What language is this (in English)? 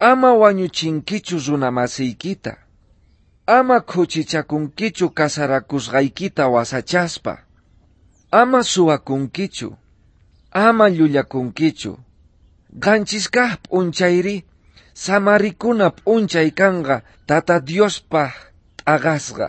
South Bolivian Quechua